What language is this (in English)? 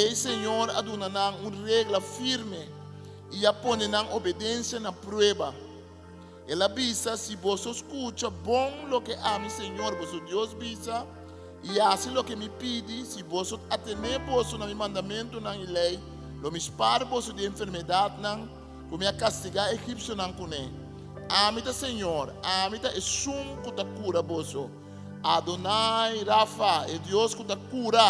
Papiamento